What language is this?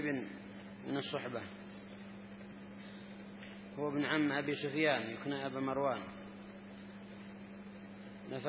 Arabic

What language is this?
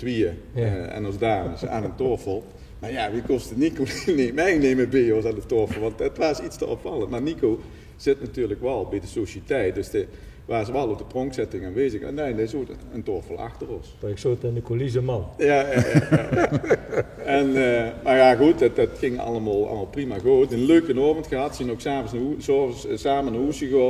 Limburgish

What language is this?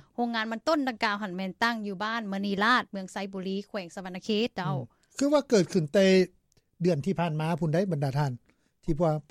Lao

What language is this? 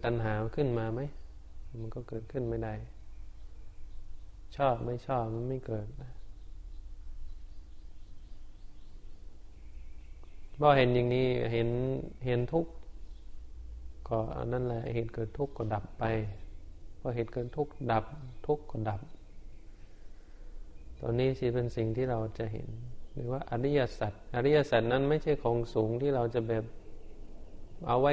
Thai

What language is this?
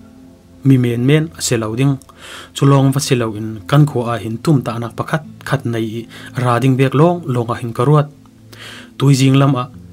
Falam Chin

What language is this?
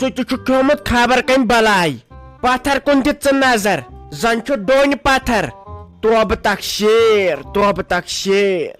Kashmiri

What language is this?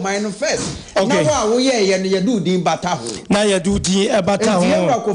Akan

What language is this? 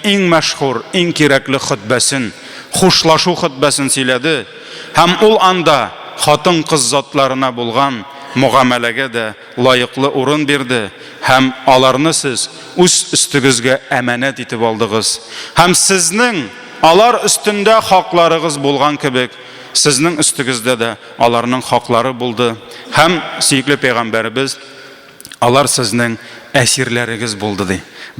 Tatar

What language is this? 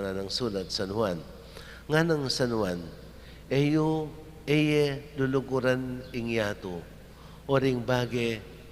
Pampanga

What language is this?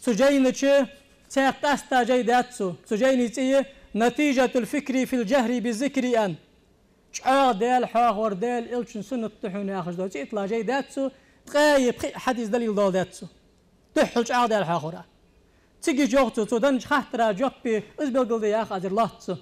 Ingush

